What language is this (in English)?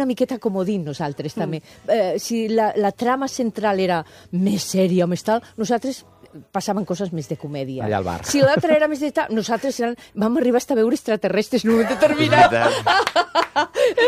Catalan